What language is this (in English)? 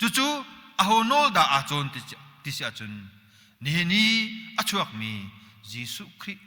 Hakha Chin